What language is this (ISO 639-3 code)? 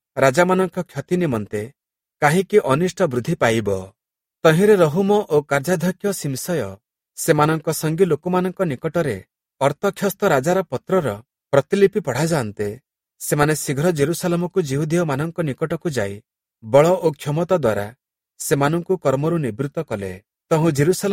ori